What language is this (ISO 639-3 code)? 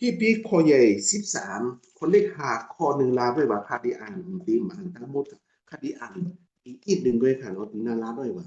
shn